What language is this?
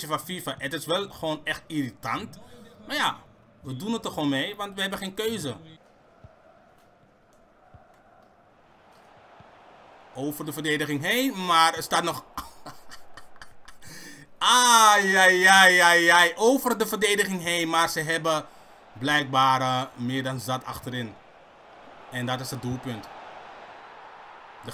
Dutch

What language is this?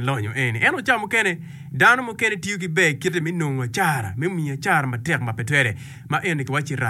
Acoli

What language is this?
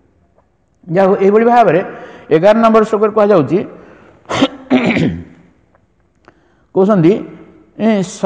Odia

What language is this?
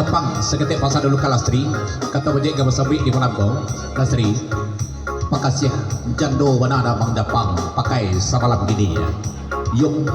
Minangkabau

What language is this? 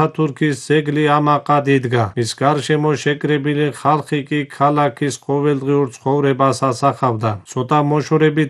Georgian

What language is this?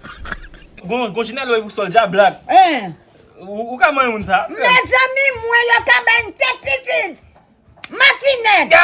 Haitian Creole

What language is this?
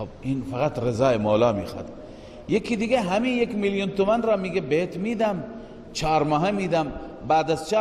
Persian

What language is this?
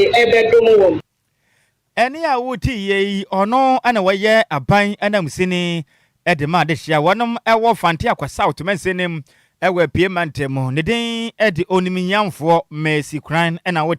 Akan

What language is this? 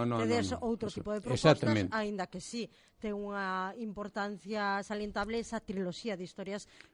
Galician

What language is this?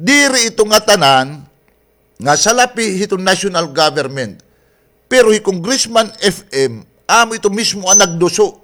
Waray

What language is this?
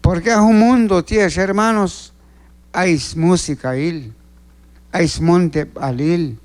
Q'anjob'al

